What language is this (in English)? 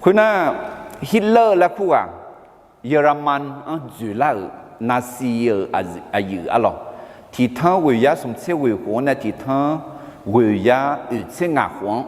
Akha